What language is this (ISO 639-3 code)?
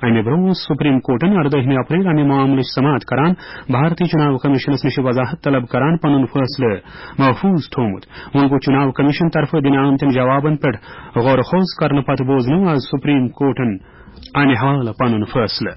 kas